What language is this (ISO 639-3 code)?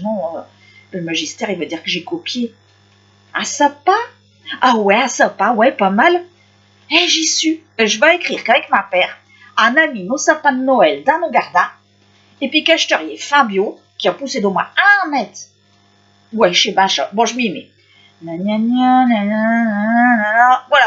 pcd